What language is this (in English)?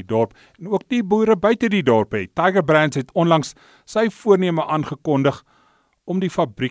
Afrikaans